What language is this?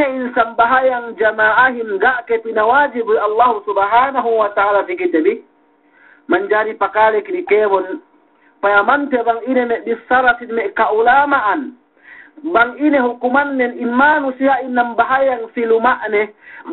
Yakan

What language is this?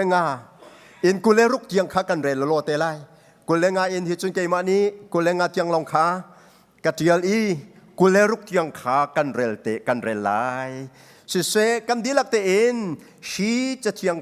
Hakha Chin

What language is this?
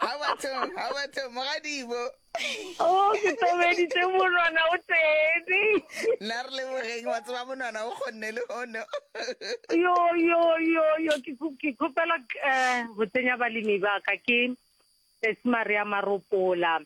Northern Sotho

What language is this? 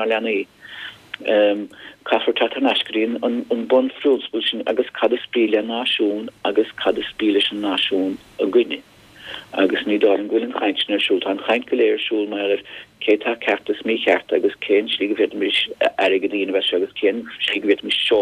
Irish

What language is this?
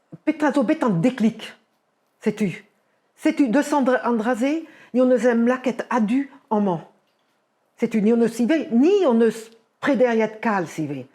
Breton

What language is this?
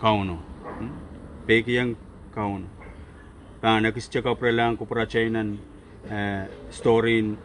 Pohnpeian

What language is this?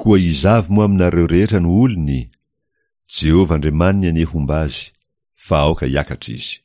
Malagasy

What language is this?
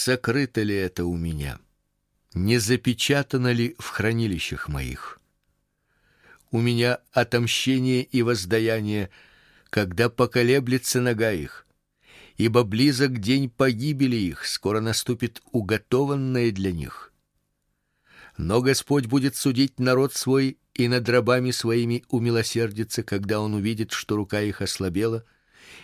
Russian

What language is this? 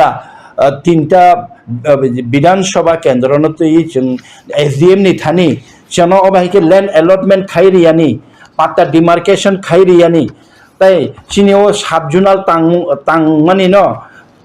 Kok Borok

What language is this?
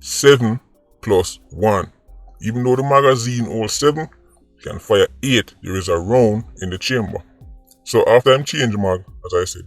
Jamaican Creole English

